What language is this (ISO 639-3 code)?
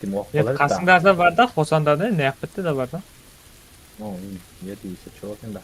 kaa